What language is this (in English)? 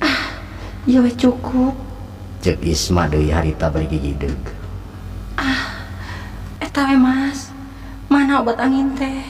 Sundanese